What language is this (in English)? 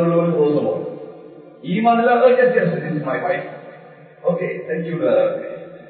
Tamil